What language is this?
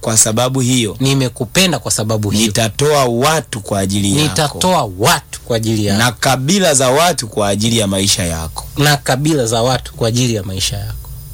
Swahili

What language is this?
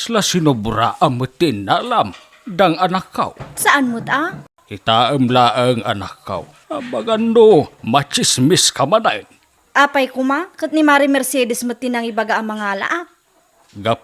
Iloko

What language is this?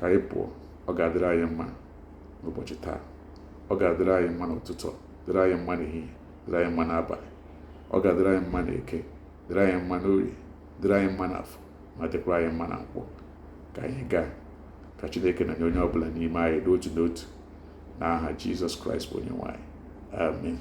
Igbo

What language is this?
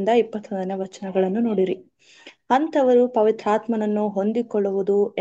Kannada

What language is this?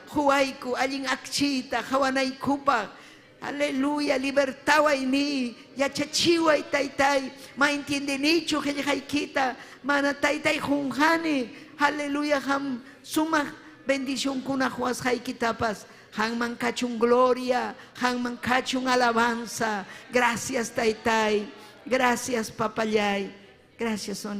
Ayacucho Quechua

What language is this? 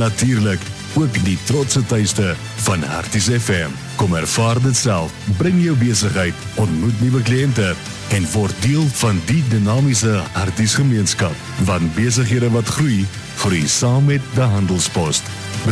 Afrikaans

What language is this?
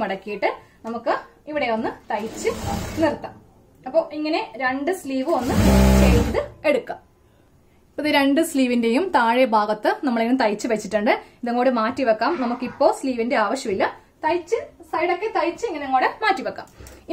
Malayalam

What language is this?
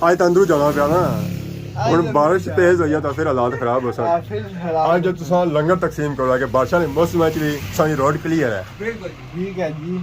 Pahari-Potwari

